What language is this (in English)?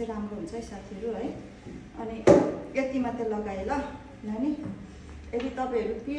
Nepali